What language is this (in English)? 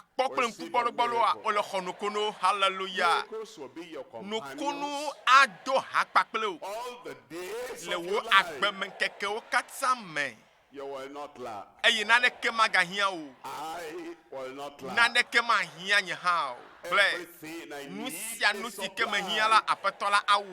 Ewe